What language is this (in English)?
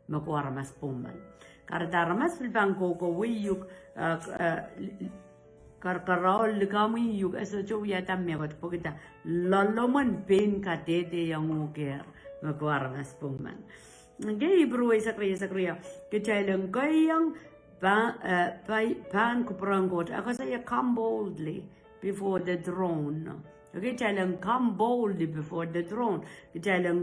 Pohnpeian